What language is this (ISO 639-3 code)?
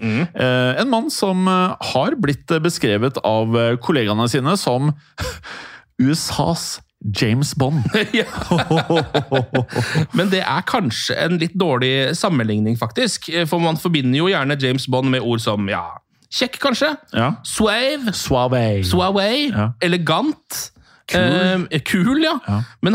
nor